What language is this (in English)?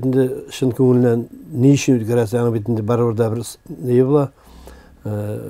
Tatar